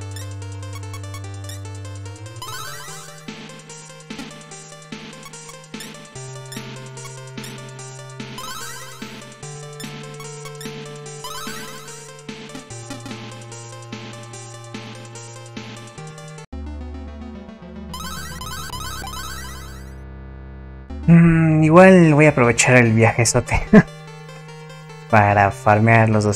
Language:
Spanish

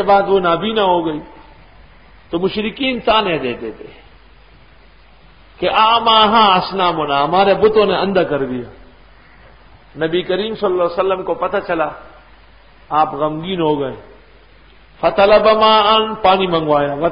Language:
Urdu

